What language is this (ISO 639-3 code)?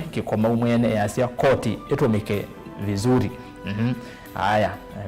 kam